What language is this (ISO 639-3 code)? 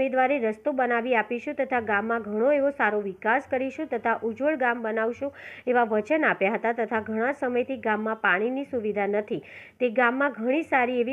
guj